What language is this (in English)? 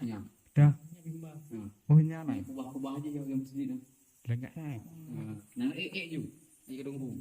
Achinese